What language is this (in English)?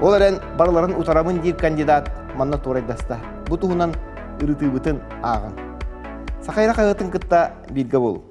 Yakut